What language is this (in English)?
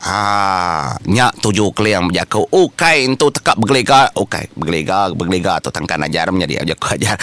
Iban